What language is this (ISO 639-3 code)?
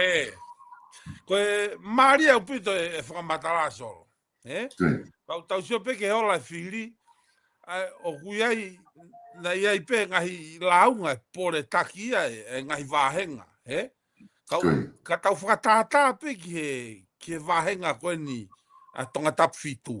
ton